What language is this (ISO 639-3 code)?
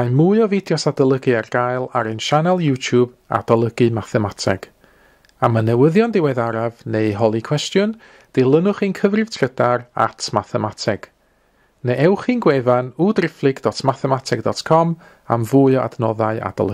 cym